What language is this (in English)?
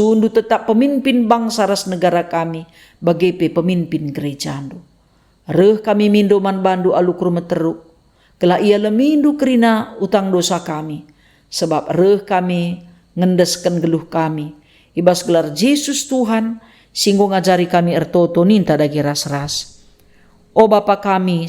Batak Karo